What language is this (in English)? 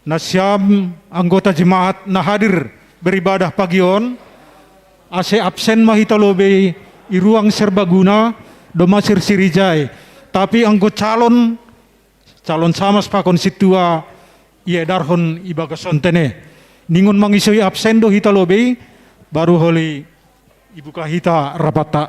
Batak Simalungun